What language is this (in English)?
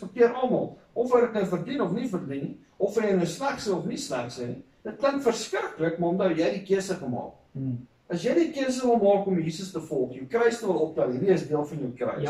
Afrikaans